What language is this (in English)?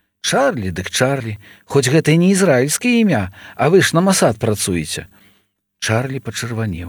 Belarusian